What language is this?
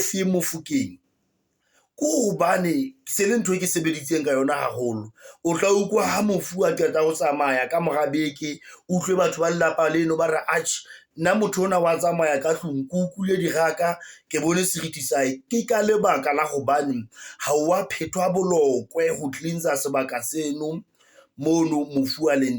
Southern Sotho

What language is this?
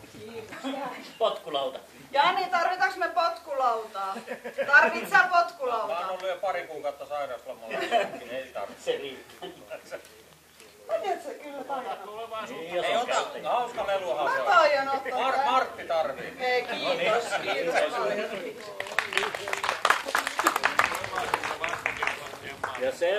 Finnish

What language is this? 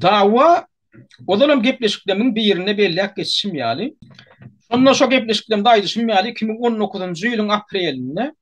Turkmen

